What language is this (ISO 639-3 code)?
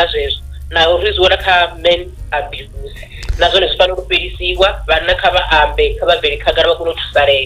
ven